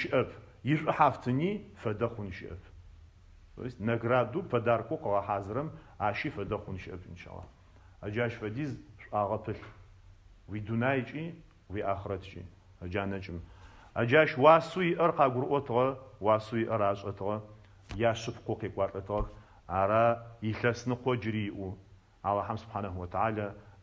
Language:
Adyghe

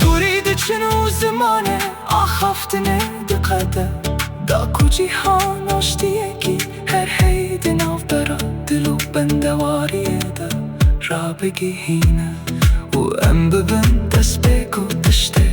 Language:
Kurdish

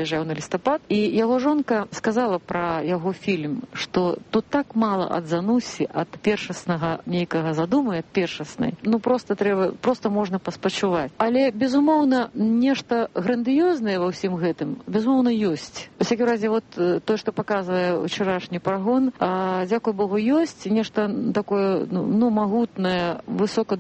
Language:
Belarusian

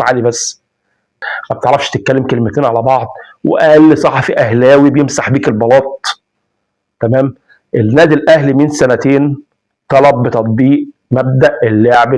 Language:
Egyptian Arabic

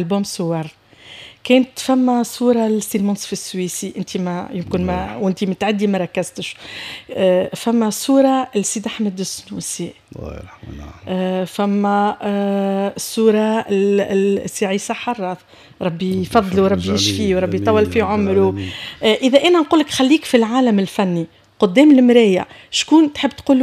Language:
Tunisian Arabic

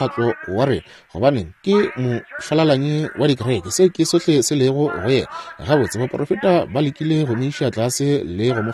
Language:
Northern Sotho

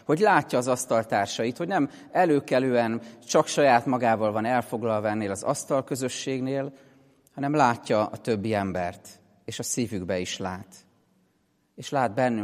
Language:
Hungarian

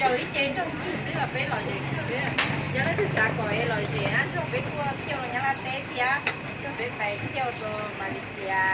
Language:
Hmong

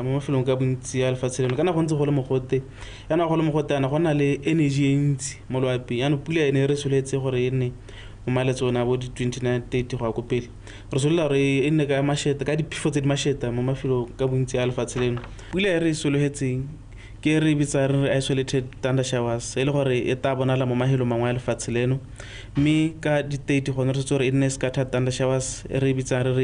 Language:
Tswana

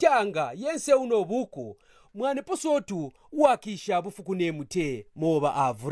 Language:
Kaonde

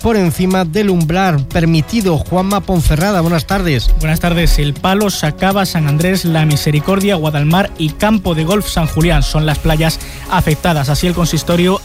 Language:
Spanish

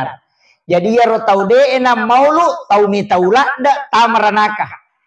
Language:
Buginese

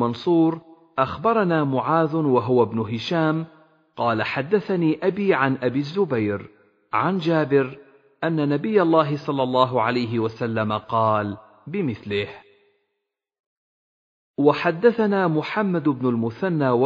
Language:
Arabic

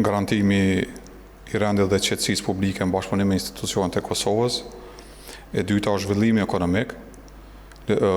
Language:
Albanian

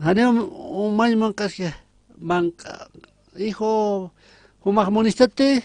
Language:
Aymara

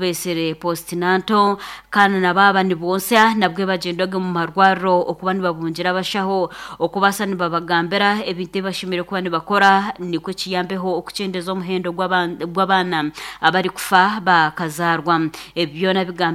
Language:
Nyankole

